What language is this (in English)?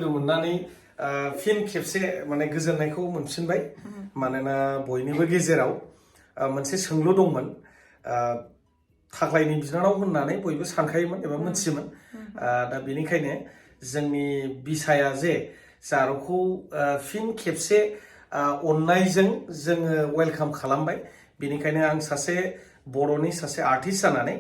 Bodo